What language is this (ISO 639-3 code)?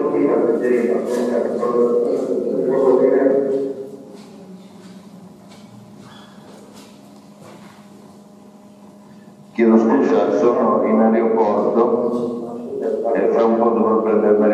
ita